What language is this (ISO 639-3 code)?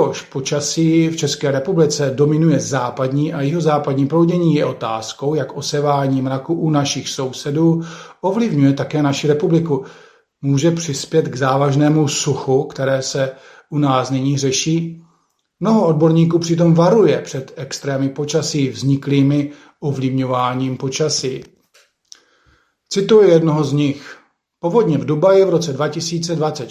ces